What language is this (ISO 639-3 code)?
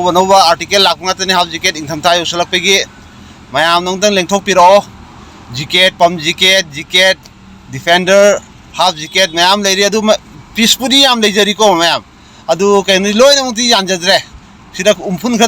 mni